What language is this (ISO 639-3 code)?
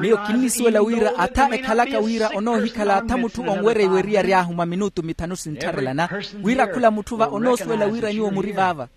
vmw